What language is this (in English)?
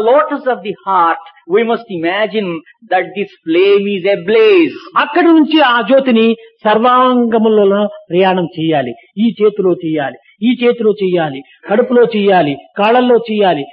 Telugu